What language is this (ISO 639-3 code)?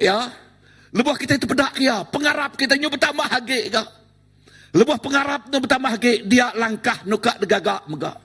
iba